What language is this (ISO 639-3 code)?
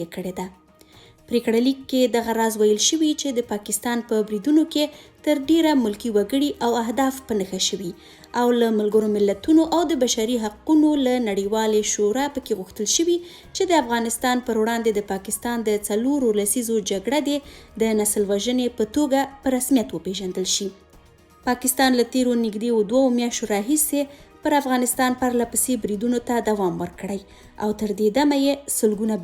pus